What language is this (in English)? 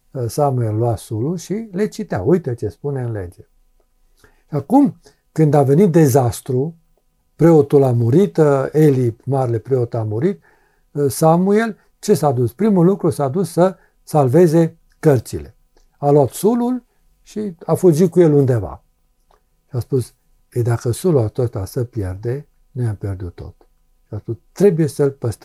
Romanian